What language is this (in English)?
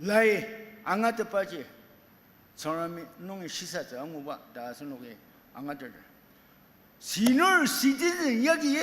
Ao Naga